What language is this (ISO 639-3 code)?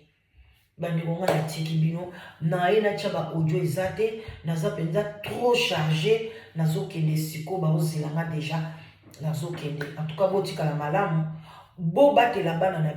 lin